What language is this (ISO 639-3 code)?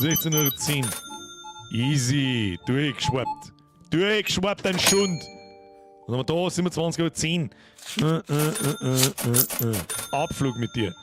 bar